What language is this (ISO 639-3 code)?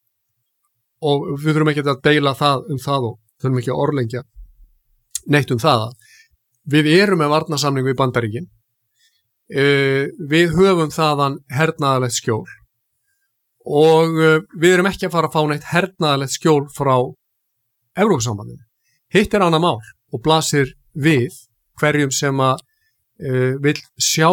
isl